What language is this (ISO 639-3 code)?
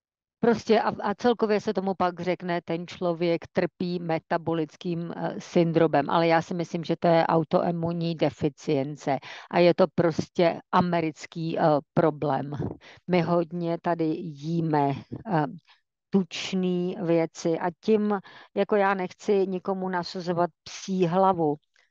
ces